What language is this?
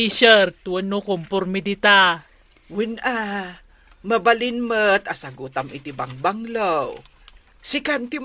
Iloko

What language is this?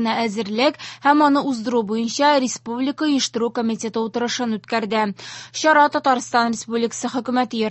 Tatar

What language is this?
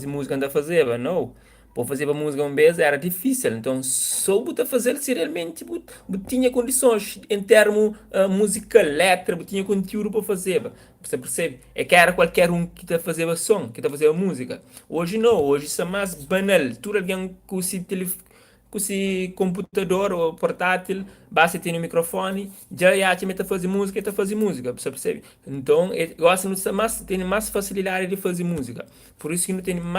Kabuverdianu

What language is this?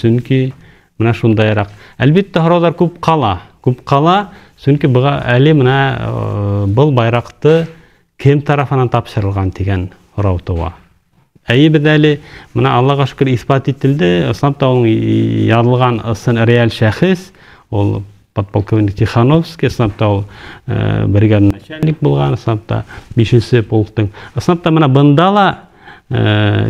Bashkir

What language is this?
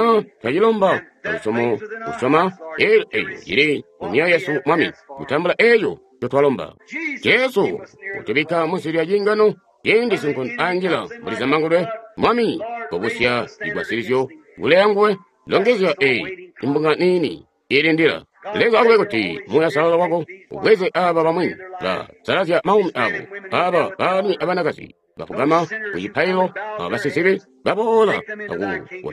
Tonga (Zambia)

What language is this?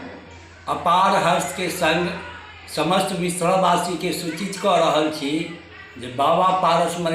Maithili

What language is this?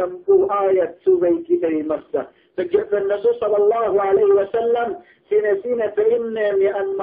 Yakan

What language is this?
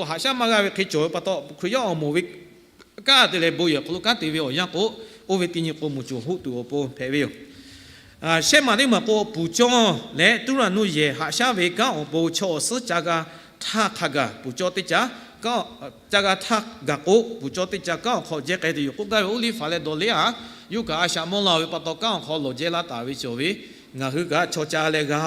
Lahu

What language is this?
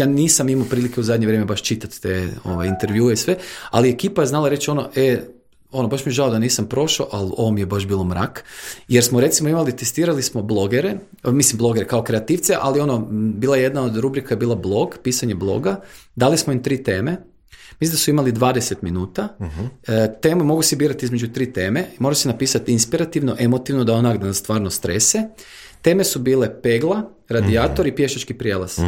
Croatian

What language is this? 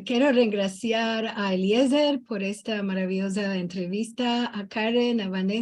Ladino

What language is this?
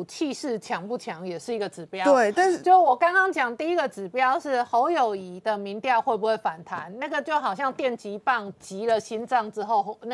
Chinese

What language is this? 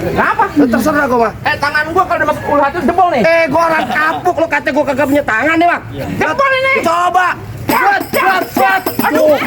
Betawi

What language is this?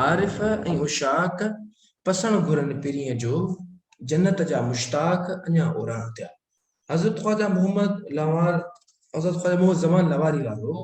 Sindhi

